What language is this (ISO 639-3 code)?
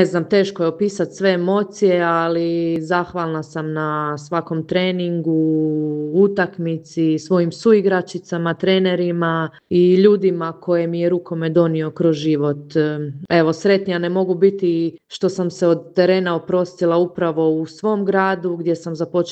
hrv